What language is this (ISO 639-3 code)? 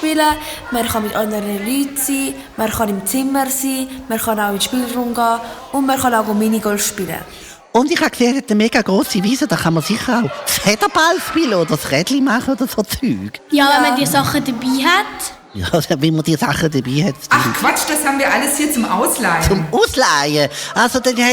gsw